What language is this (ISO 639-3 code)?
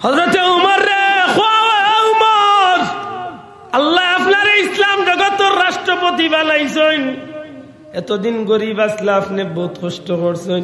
syl